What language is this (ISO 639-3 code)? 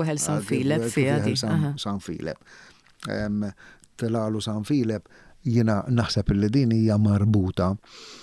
mlt